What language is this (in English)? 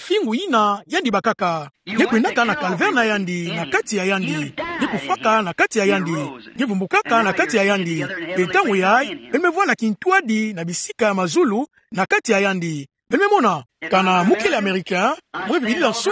Kituba (Democratic Republic of Congo)